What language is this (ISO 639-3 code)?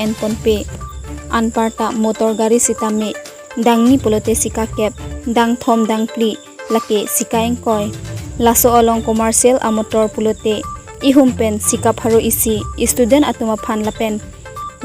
mjw